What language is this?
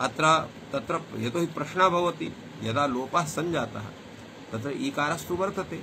Sanskrit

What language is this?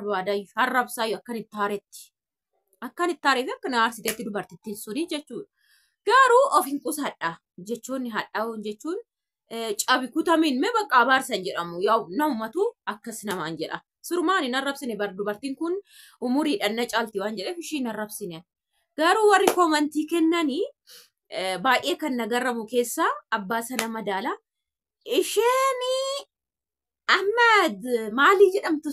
Oromo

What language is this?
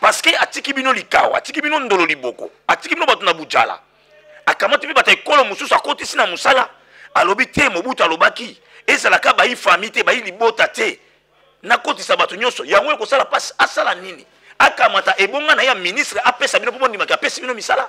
Lingala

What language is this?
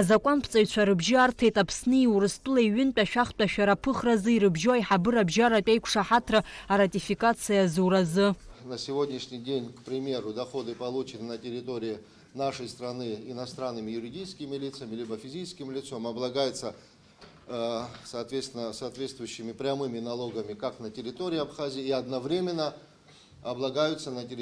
Abkhazian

